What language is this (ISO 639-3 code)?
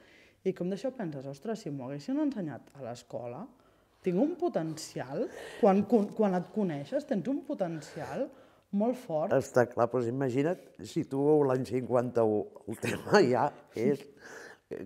cat